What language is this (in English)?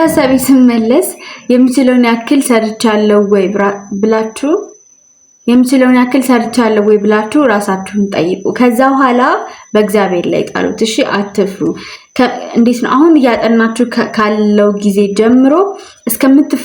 Amharic